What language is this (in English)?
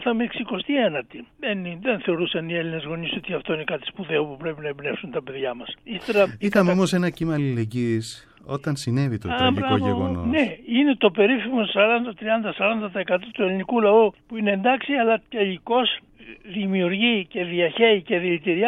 Greek